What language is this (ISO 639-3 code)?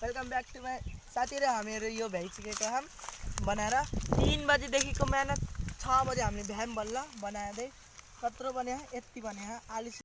nep